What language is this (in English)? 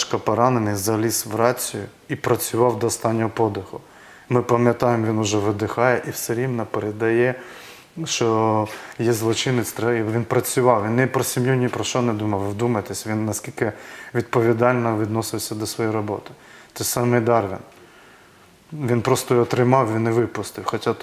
Ukrainian